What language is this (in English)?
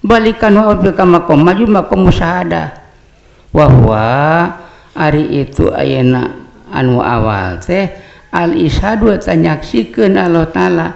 Sundanese